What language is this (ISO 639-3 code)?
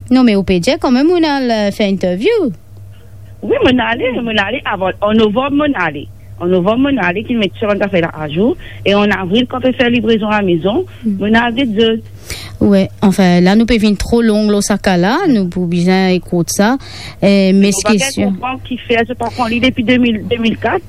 mfe